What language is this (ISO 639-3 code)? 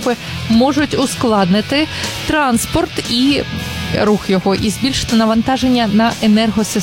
ukr